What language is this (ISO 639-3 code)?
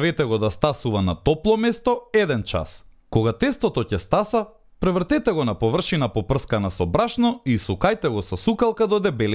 mkd